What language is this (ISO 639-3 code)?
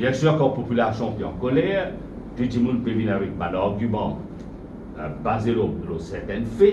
mfe